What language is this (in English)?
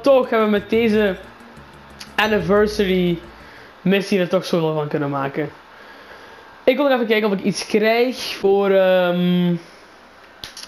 Dutch